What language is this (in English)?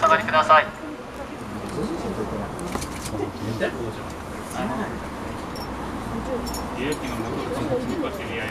Japanese